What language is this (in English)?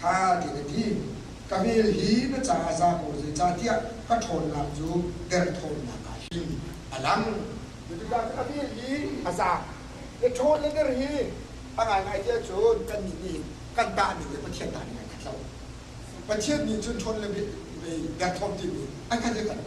Hakha Chin